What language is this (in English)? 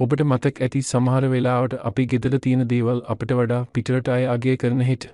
Sinhala